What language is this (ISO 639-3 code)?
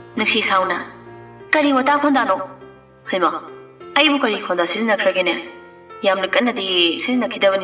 mni